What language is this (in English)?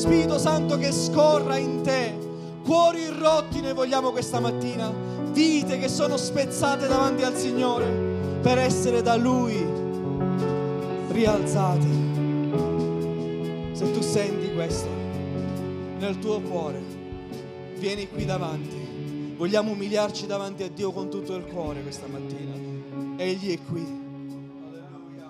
Italian